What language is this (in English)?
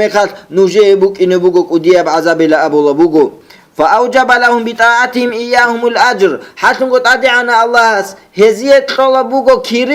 Avaric